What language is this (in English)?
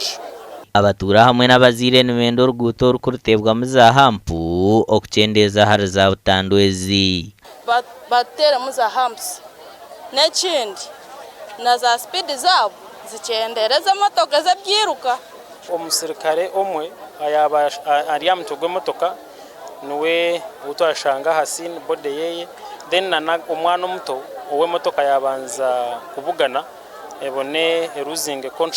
Nyankole